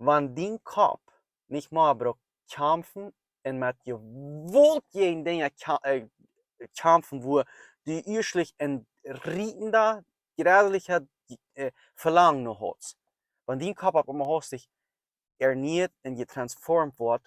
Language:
Plautdietsch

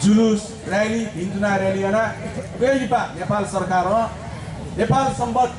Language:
Newari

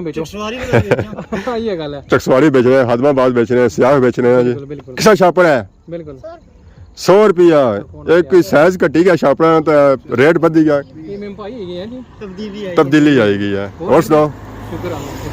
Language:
Pahari-Potwari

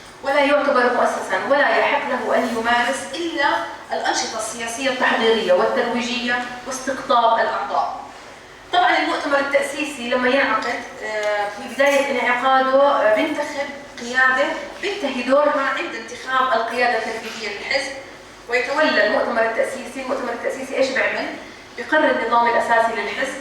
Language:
North Levantine Arabic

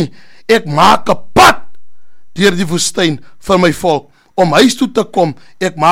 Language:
Afrikaans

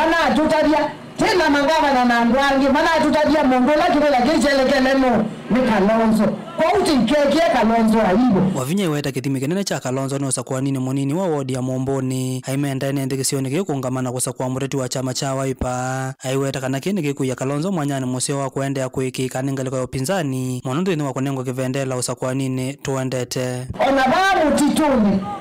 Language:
Kamba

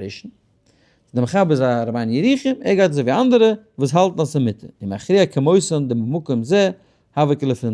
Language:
Yiddish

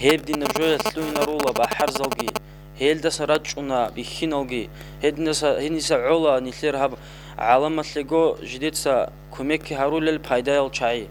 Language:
Avaric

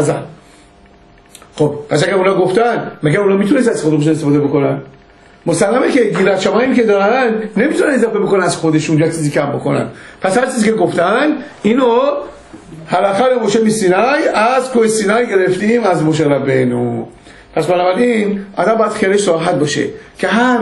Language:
Persian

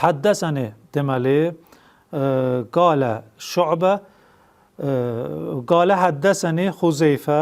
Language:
Azerbaijani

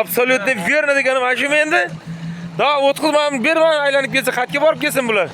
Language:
Uzbek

